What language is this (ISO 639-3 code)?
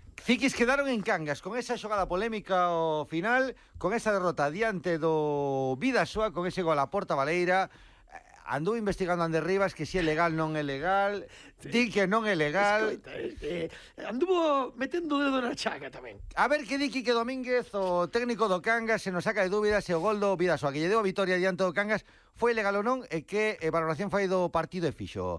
glg